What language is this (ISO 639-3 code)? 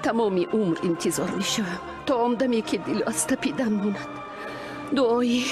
tgk